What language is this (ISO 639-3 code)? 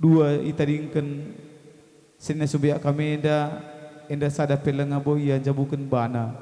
btx